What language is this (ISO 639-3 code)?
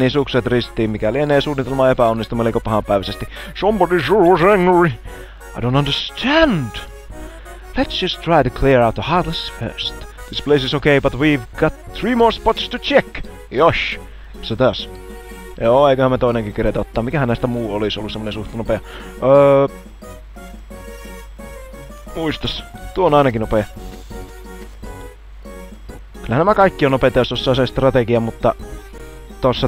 fin